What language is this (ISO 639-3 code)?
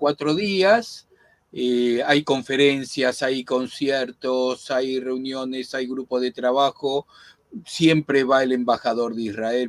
lad